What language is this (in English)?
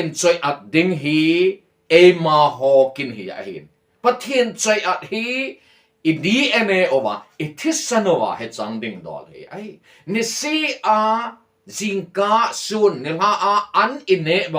Thado Chin